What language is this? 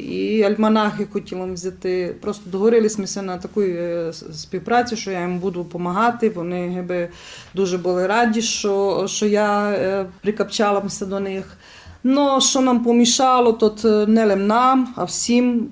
Rusyn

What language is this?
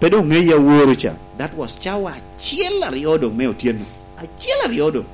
Lango (Uganda)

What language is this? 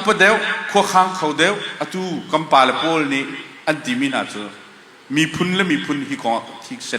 Hakha Chin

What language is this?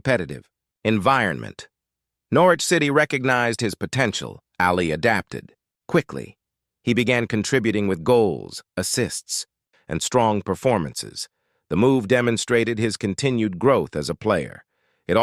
English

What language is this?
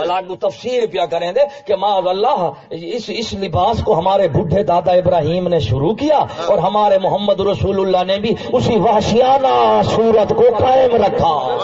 Saraiki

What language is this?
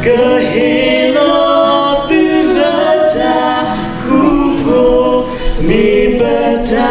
S'gaw Karen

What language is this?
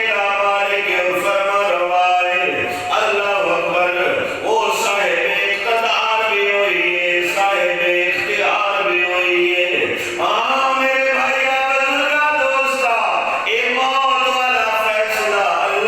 Saraiki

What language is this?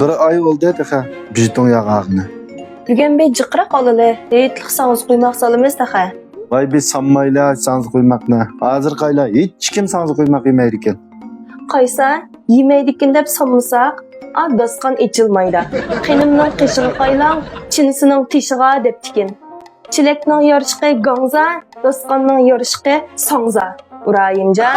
Uyghur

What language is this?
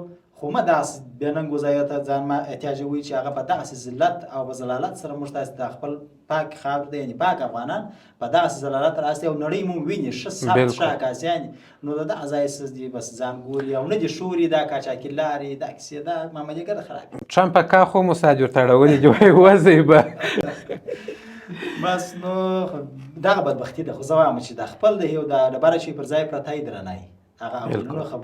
Pashto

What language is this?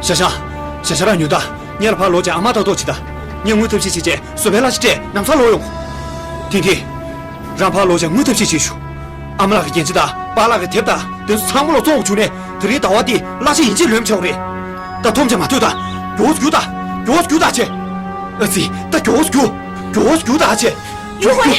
Tibetan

